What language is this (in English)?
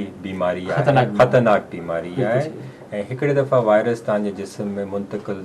Sindhi